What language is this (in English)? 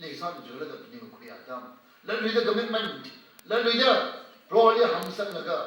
Tangkhul Naga (India)